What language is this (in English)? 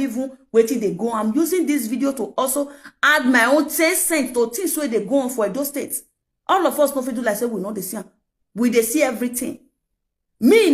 Nigerian Pidgin